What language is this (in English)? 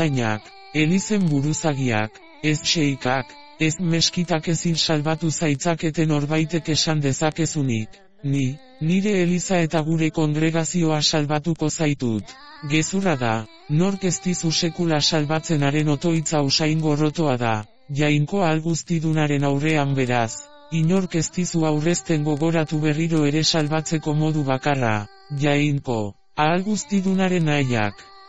Basque